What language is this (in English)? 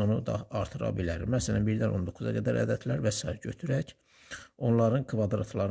Azerbaijani